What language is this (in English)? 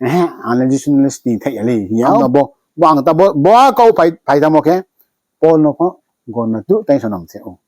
Riang (India)